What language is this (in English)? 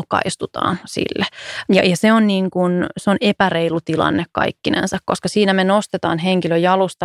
Finnish